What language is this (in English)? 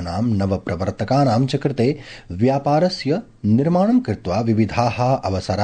Sanskrit